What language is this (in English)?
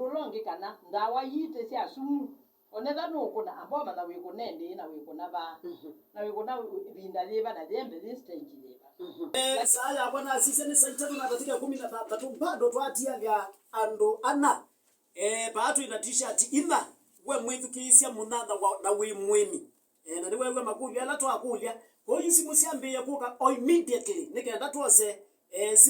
Kamba